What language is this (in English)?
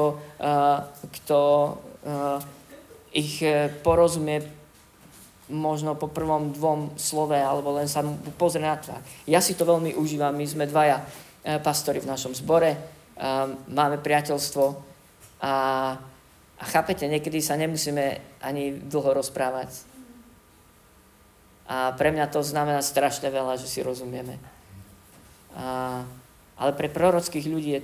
Slovak